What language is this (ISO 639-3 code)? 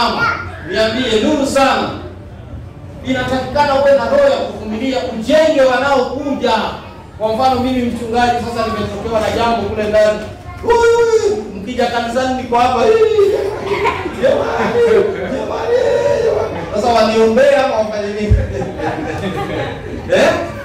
swa